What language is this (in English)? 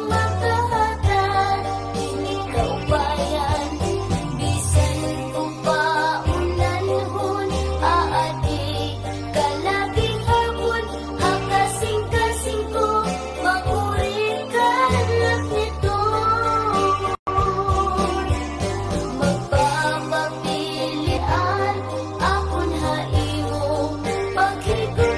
Waray